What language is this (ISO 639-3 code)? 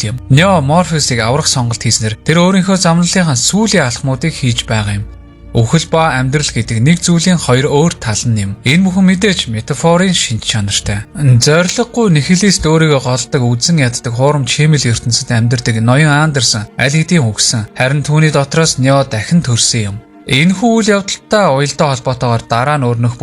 mon